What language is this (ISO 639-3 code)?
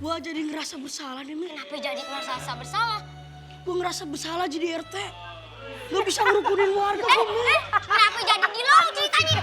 bew